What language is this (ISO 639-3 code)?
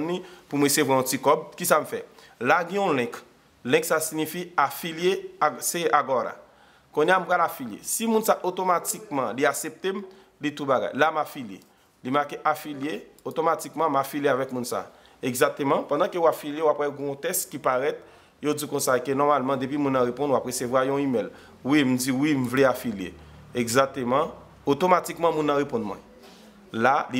hat